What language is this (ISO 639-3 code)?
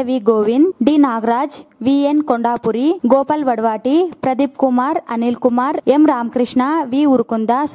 kan